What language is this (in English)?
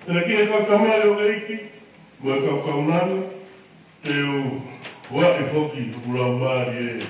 Tongan